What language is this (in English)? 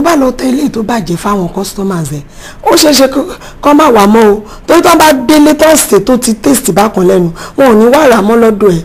Yoruba